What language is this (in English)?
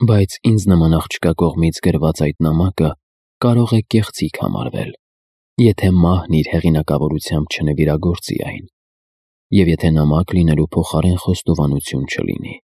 Armenian